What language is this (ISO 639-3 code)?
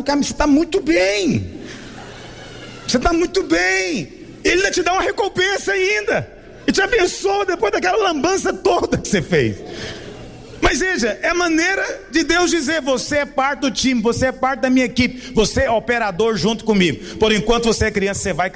por